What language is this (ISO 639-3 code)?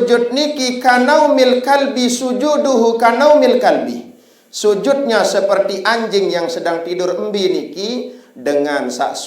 sas